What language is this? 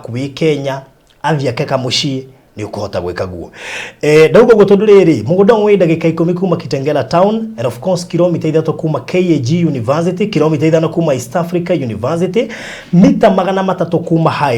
Kikuyu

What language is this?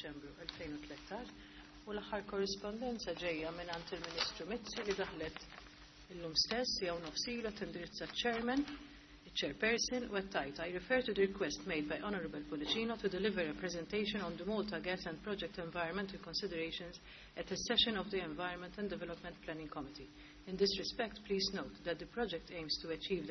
Maltese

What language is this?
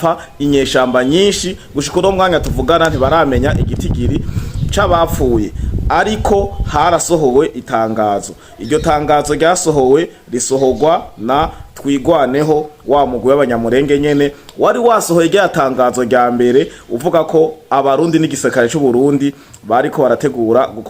Rundi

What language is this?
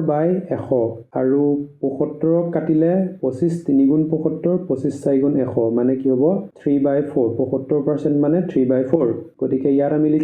Assamese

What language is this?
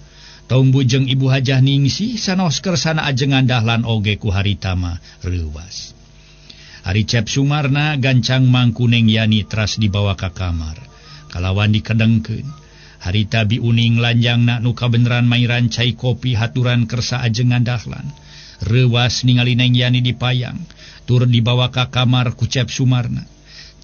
Sundanese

